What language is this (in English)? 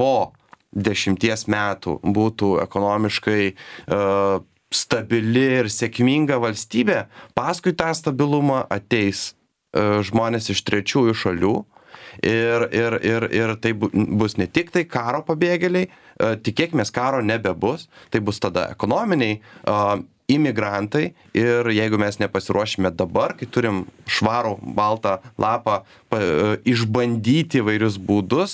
Lithuanian